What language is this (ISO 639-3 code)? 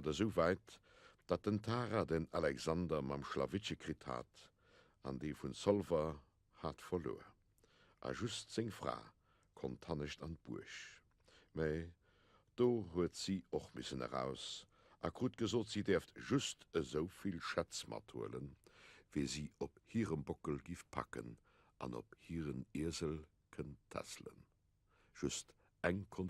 ltz